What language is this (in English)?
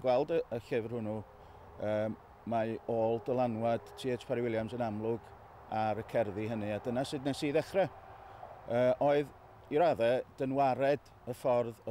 Welsh